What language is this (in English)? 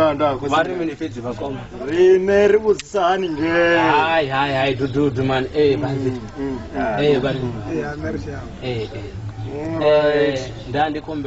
Venda